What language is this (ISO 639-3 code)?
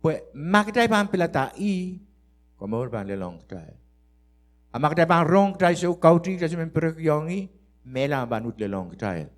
pon